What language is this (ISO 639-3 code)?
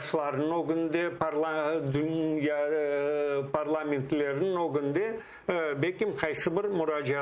crh